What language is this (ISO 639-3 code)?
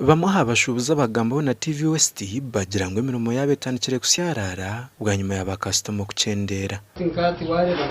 nyn